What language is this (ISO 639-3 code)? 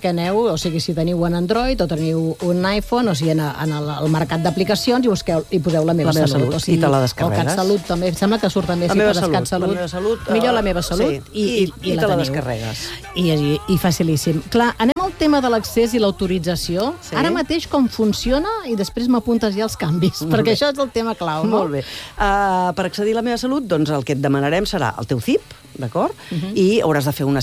cat